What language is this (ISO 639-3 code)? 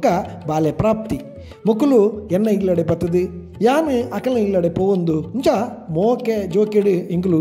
tcy